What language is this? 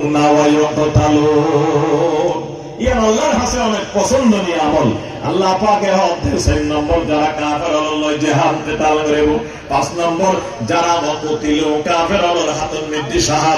Rohingya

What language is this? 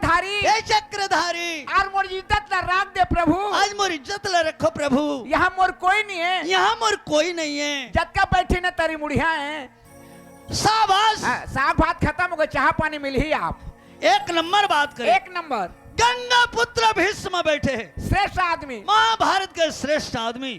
Chhattisgarhi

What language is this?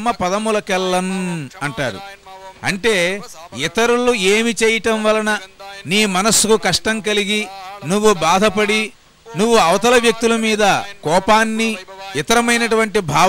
Telugu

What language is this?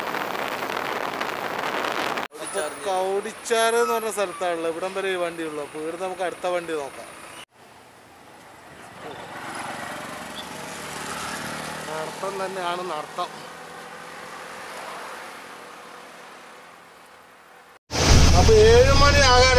Malayalam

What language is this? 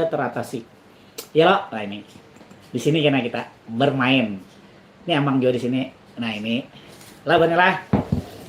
Banjar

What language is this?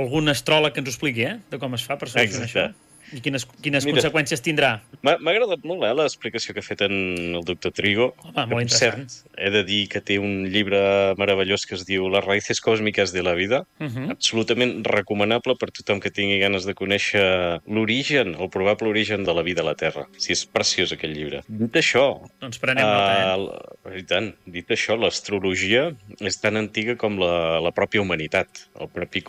Catalan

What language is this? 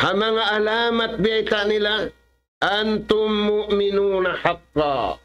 Tausug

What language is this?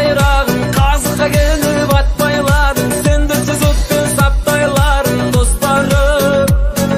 Kazakh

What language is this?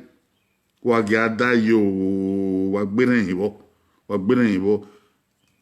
Bini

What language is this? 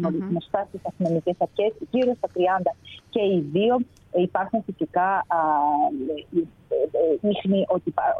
Greek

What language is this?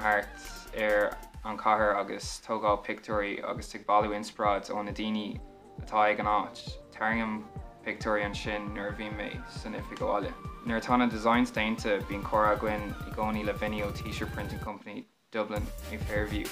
Irish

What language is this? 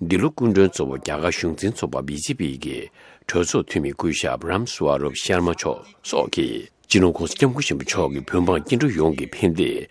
Tibetan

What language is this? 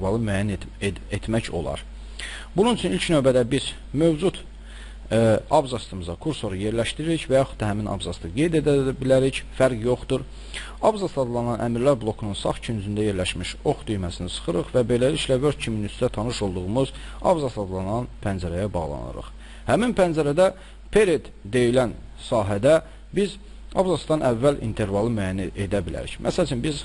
Azerbaijani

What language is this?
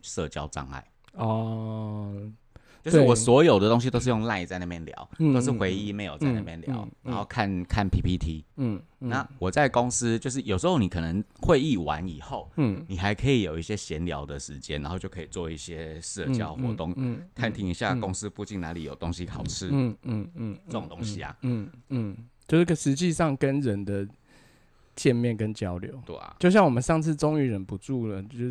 Chinese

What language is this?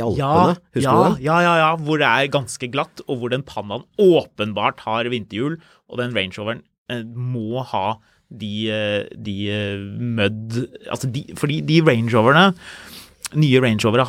Norwegian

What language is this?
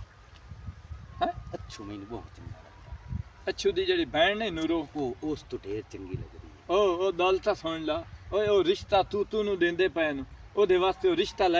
Punjabi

